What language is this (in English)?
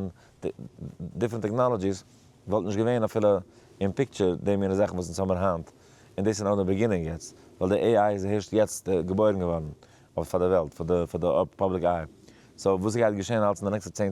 Yiddish